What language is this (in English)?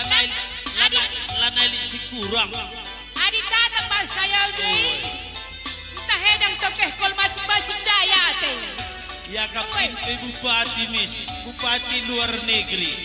Batak Karo